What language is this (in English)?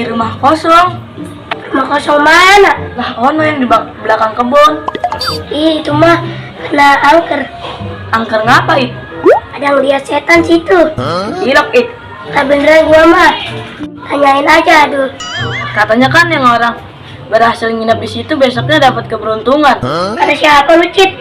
Betawi